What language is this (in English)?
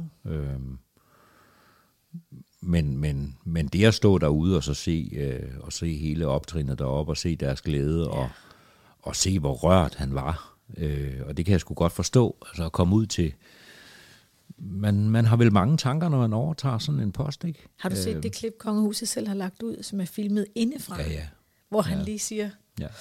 Danish